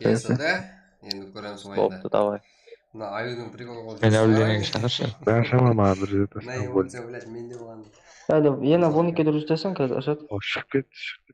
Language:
Kara-Kalpak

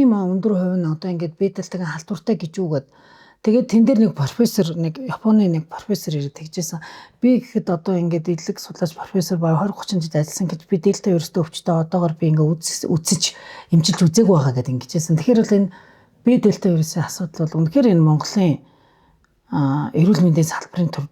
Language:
Mongolian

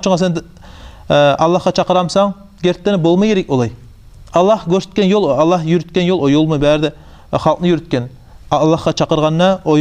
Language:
Kumyk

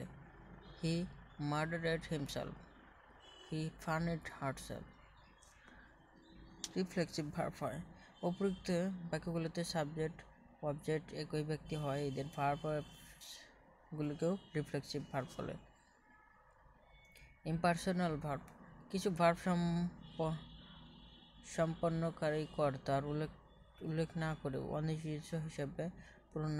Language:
Bangla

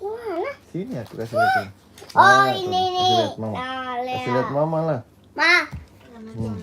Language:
Betawi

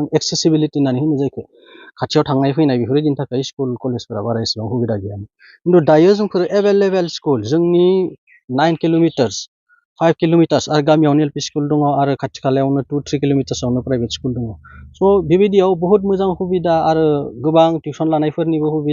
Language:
Bodo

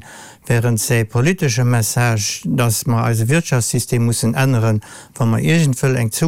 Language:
Luxembourgish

